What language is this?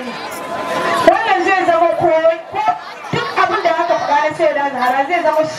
Hausa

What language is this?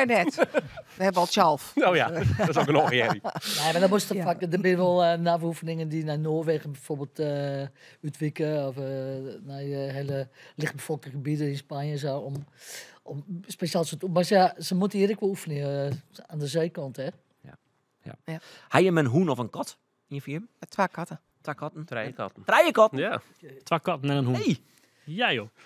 Western Frisian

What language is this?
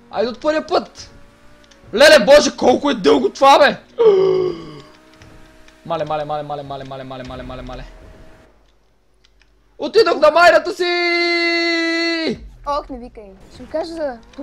Bulgarian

